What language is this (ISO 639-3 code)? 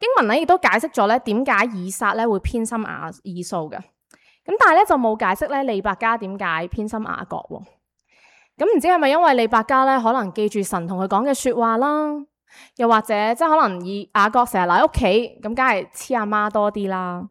yue